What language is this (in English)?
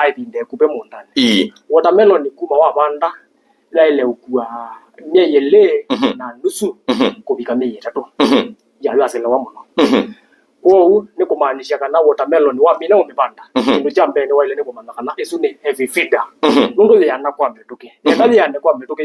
Kamba